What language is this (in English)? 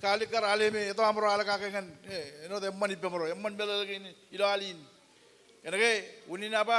Marshallese